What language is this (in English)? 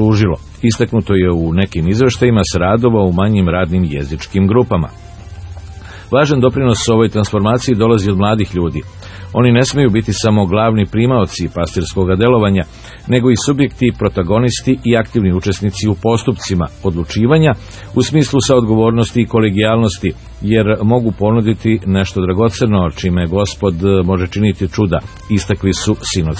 Serbian